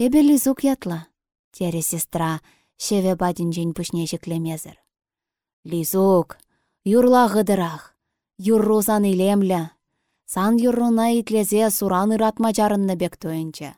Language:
Chuvash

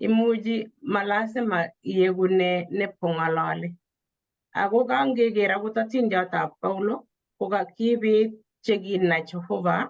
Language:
Kalenjin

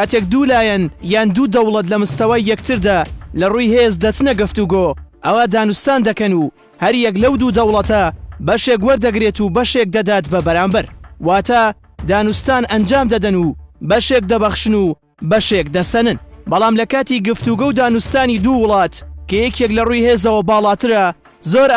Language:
Central Kurdish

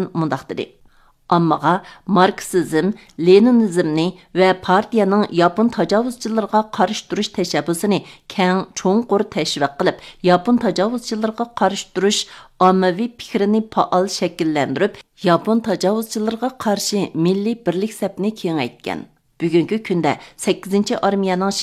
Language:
Uyghur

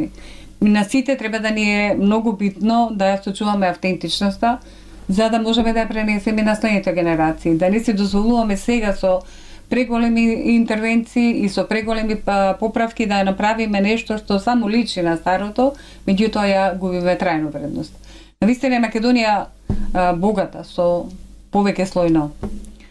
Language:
Macedonian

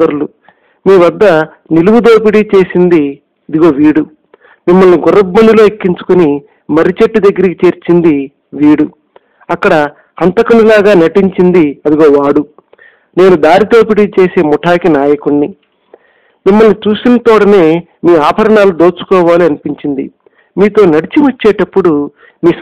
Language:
Telugu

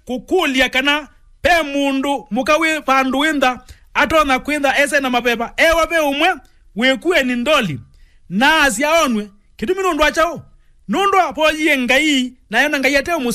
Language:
Kamba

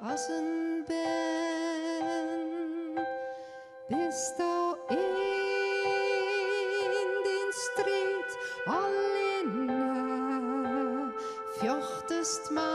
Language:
Western Frisian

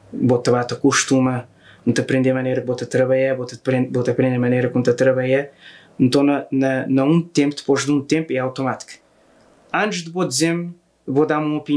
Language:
Kabuverdianu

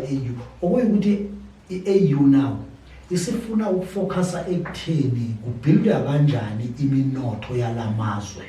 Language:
Zulu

